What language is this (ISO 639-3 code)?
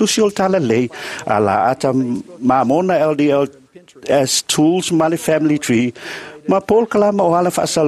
smo